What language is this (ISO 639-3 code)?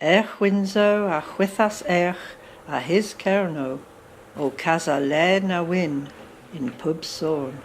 cor